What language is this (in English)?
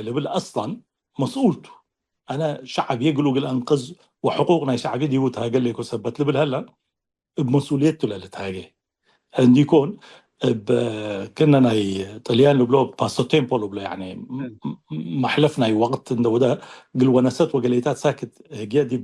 Tigre